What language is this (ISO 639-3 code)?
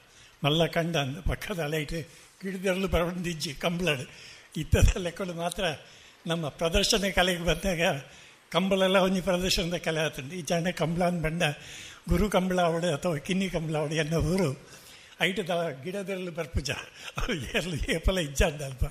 tcy